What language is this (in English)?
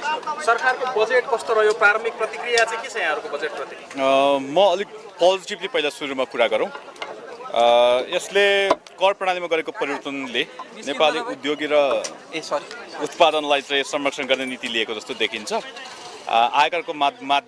Nepali